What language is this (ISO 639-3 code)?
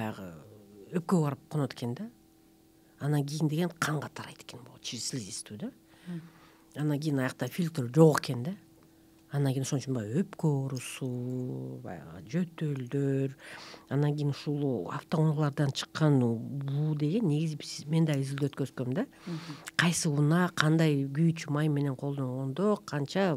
kir